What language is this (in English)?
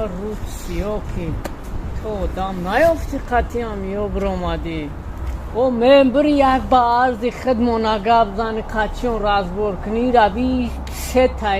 Tajik